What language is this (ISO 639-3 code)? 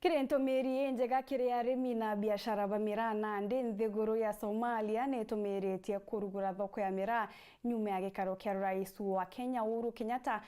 mer